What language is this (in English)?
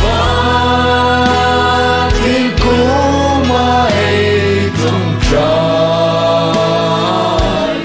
Hmar